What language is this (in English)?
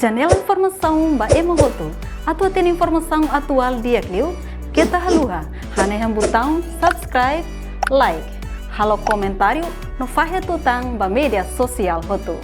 Tetum